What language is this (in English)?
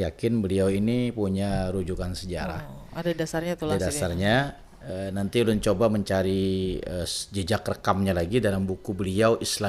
Banjar